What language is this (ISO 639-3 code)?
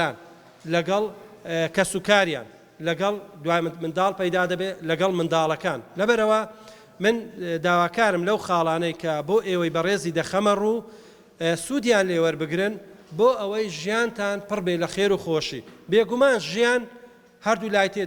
ckb